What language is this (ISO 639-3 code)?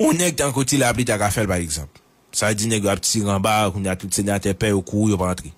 hat